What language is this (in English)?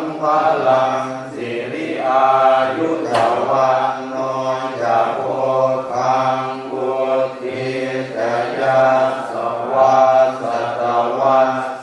Pali